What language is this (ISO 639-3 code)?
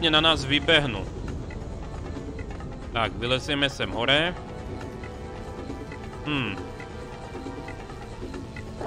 slk